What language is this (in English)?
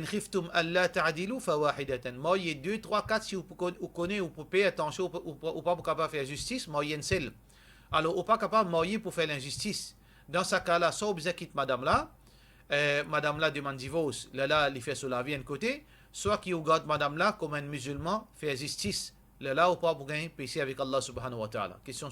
Morisyen